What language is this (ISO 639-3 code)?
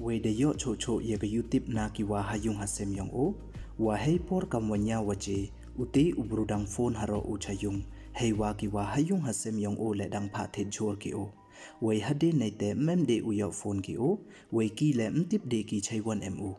pbv